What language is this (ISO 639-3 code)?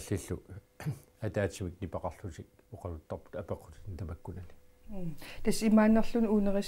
kal